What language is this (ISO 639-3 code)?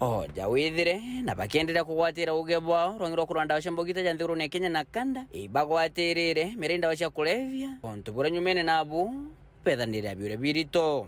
mer